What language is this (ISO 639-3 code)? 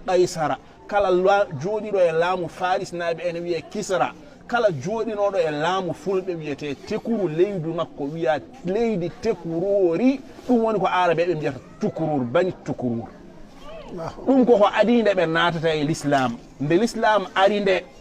ful